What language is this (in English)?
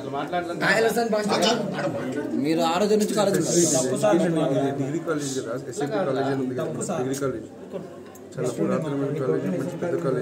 Telugu